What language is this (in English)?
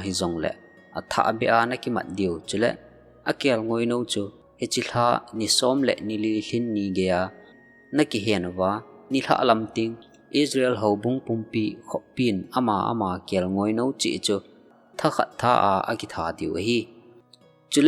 Thado Chin